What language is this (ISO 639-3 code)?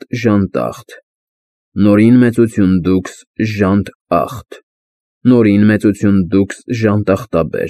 hye